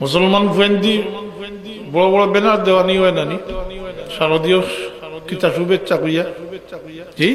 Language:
Sylheti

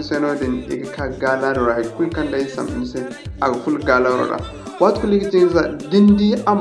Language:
Zarma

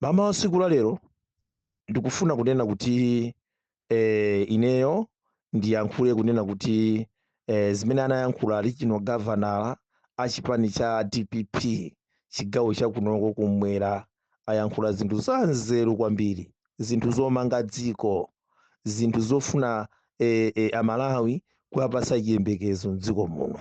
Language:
Nyanja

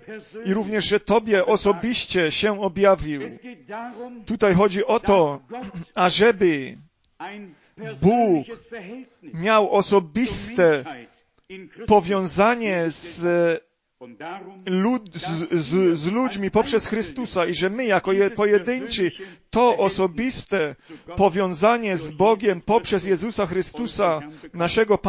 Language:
Polish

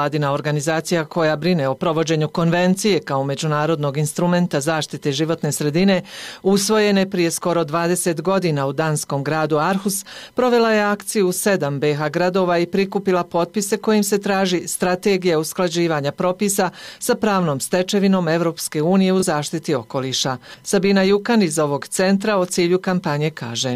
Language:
Bosnian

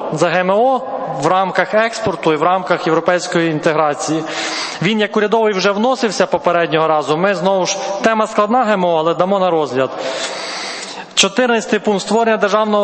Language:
Ukrainian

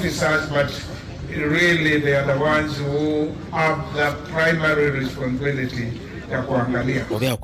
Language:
Kamba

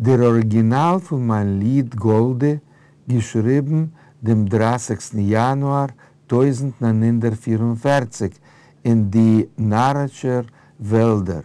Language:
Yiddish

